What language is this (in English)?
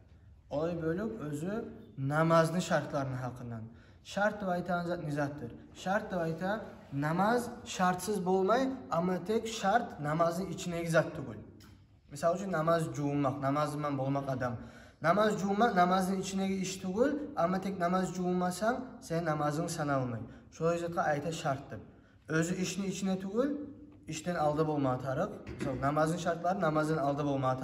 Kumyk